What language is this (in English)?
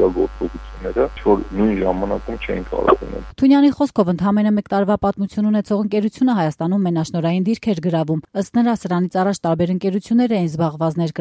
Armenian